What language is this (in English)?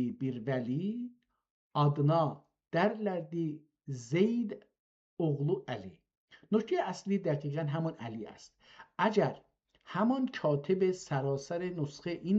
South Azerbaijani